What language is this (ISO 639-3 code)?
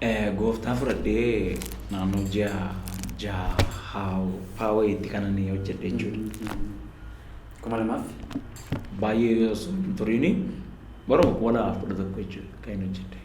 orm